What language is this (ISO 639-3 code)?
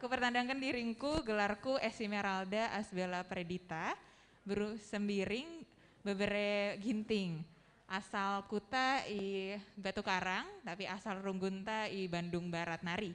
btx